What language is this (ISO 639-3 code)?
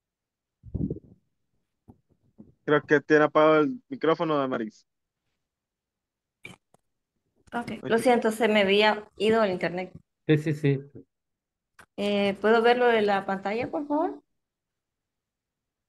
spa